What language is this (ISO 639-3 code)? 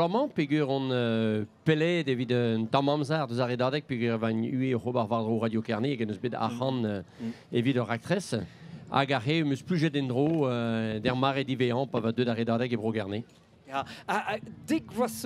bre